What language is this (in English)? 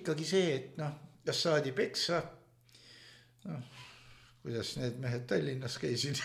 Estonian